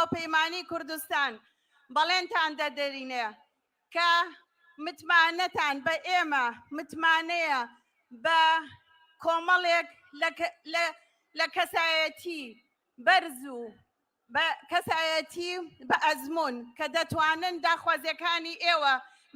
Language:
Central Kurdish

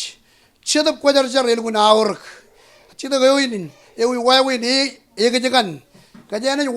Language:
Marshallese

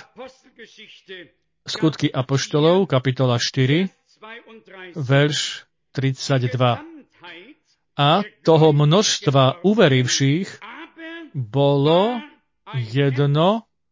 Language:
Slovak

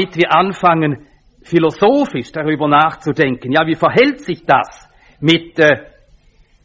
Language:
German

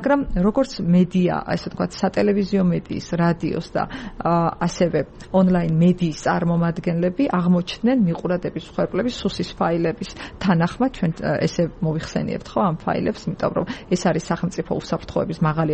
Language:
Georgian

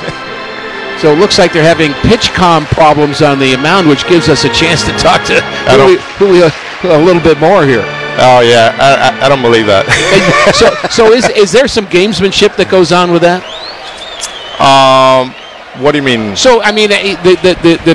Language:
English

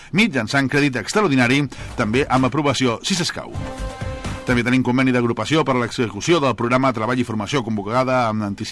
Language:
Catalan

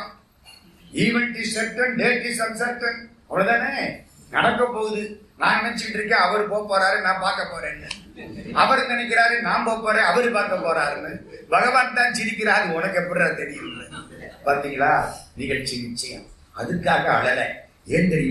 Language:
Tamil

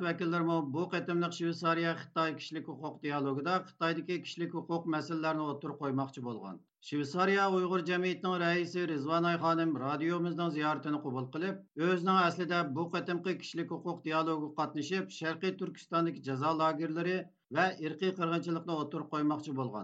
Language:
Uyghur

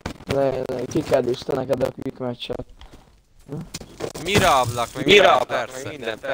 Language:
Hungarian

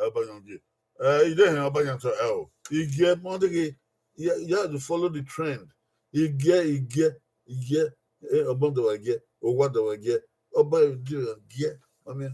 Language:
Bini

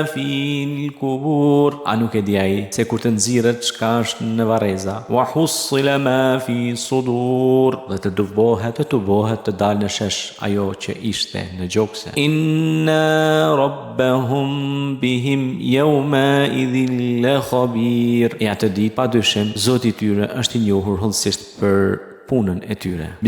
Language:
Albanian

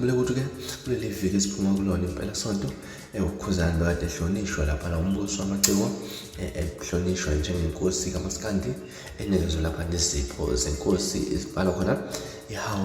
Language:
Zulu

